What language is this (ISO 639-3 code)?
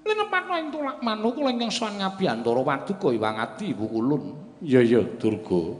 jav